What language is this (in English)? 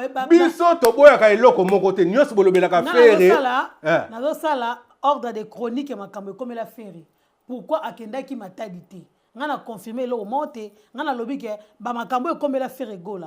Lingala